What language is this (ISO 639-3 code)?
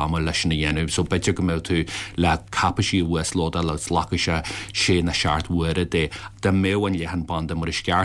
gle